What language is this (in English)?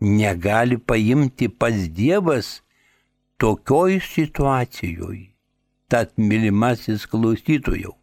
Lithuanian